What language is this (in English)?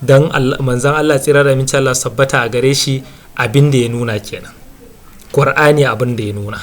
Hausa